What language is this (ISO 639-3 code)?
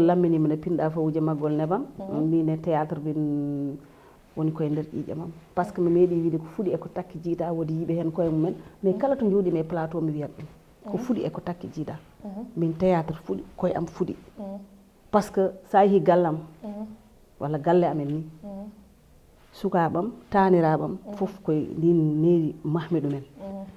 ful